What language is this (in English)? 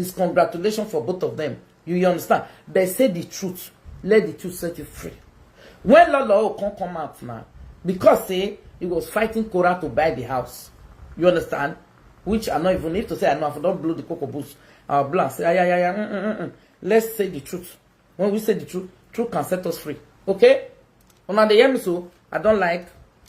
Nigerian Pidgin